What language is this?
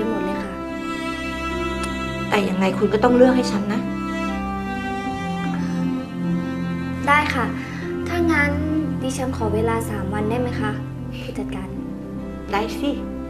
Thai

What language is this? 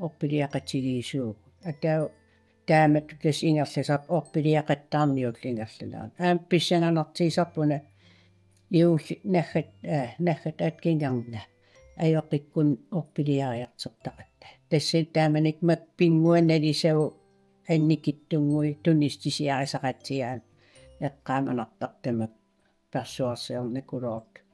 Kalaallisut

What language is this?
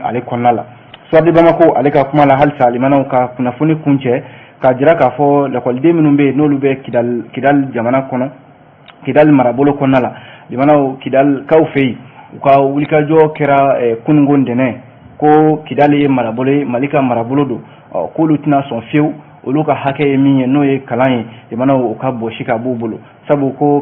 Bambara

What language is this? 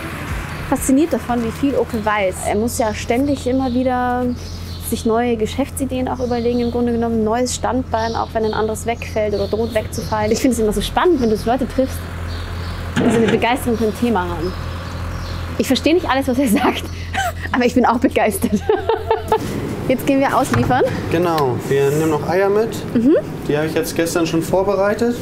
German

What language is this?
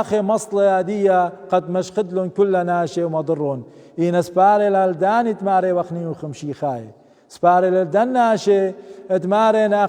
Assyrian Neo-Aramaic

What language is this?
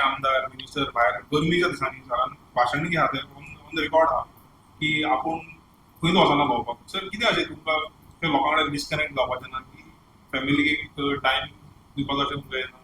Konkani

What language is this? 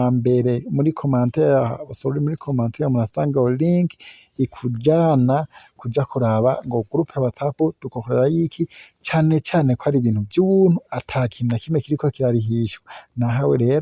Rundi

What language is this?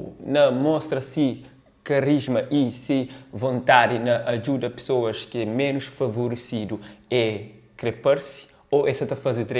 Kabuverdianu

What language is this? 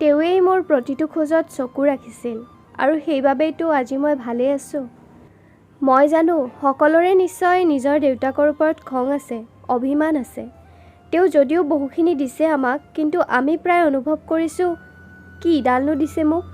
Assamese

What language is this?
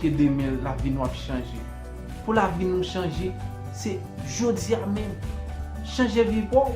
Haitian Creole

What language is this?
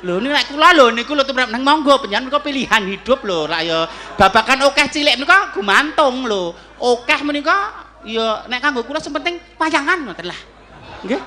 Javanese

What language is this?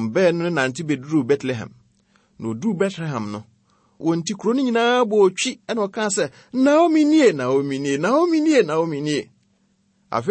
Akan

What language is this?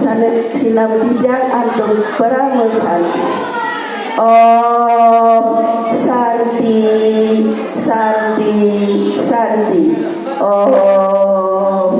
Balinese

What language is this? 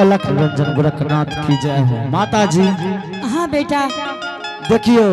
Angika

